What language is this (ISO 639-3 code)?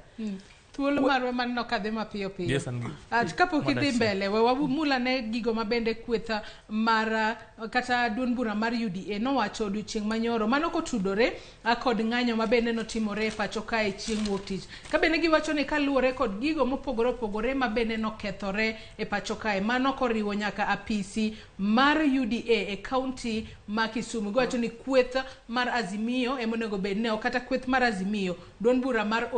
luo